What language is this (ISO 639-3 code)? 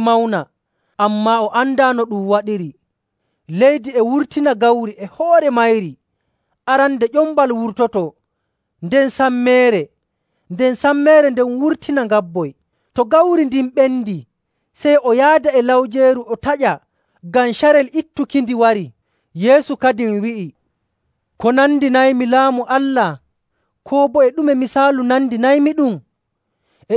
fuv